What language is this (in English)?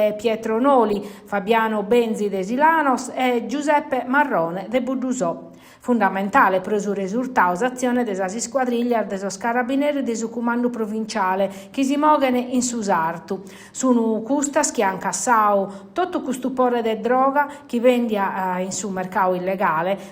Sardinian